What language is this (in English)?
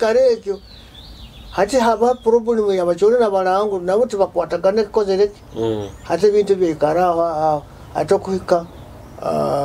Nyoro